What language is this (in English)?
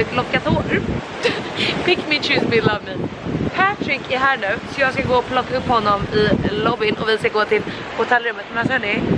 Swedish